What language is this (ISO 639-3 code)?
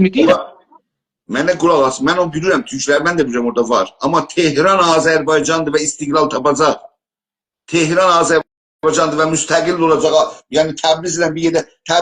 azb